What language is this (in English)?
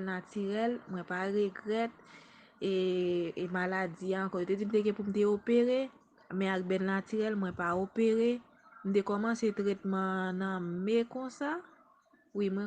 Haitian Creole